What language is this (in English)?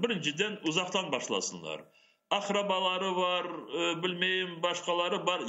Crimean Tatar